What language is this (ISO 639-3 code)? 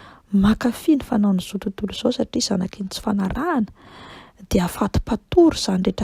mlg